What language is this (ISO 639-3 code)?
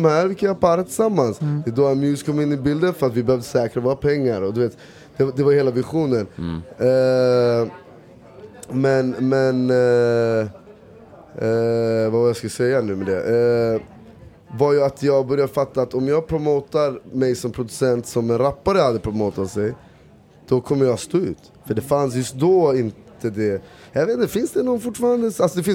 swe